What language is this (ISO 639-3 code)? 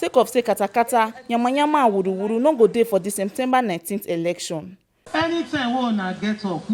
pcm